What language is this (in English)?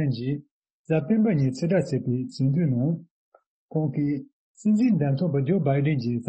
Tibetan